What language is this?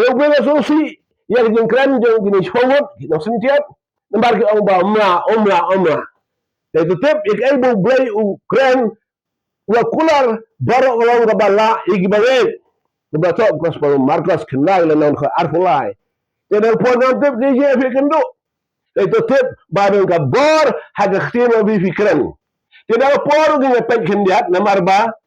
Khasi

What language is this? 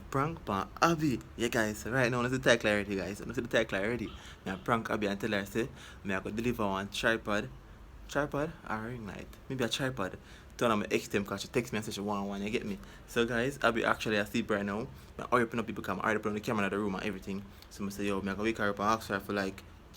Jamaican Creole English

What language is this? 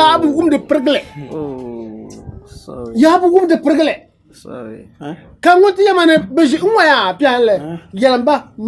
Dagbani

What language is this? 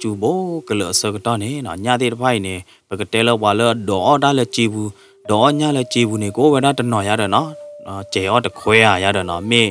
S'gaw Karen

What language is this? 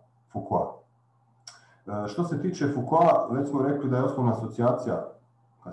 Croatian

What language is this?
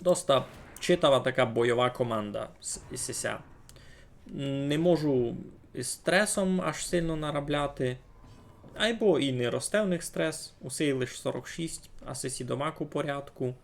Rusyn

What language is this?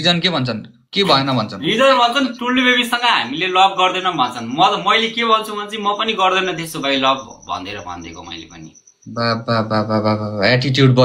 Nepali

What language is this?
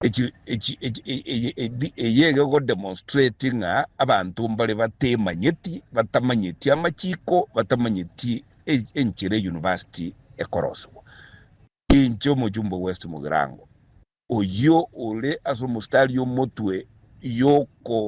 Gusii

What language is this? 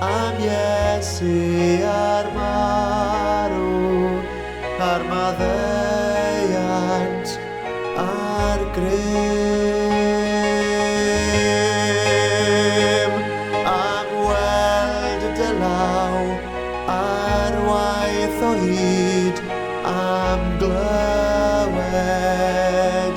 Welsh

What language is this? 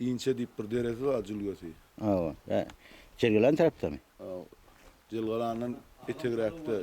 Turkmen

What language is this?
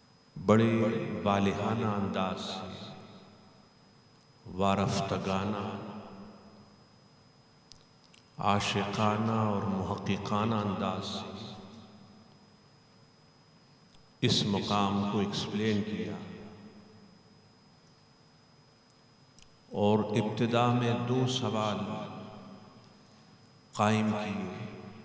Urdu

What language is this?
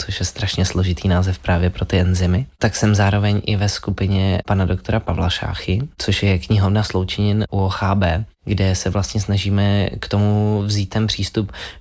Czech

